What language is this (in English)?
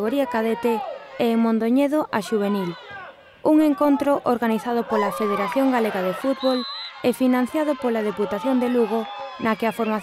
Galician